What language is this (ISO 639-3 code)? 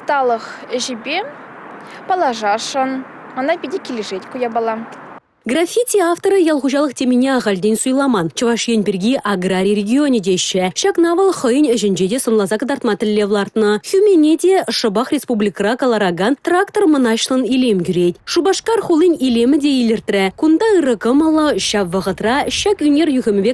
chv